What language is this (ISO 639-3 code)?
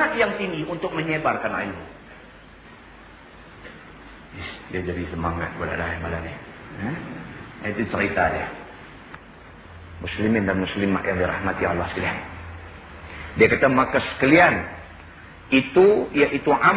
msa